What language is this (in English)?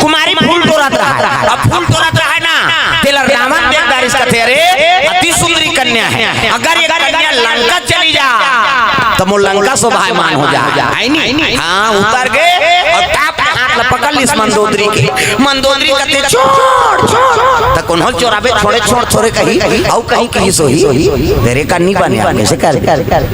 Chhattisgarhi